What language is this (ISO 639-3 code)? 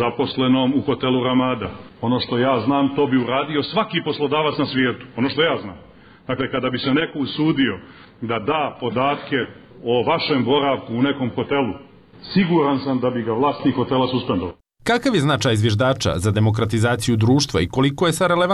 bos